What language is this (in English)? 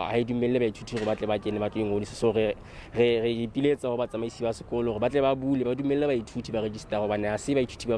Southern Sotho